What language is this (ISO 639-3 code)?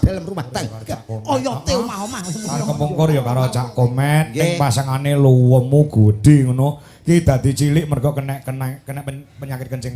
jav